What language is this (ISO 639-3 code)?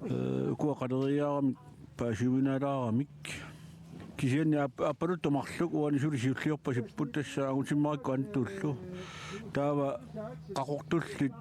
kal